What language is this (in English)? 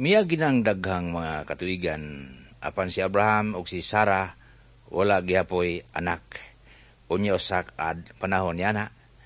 Cebuano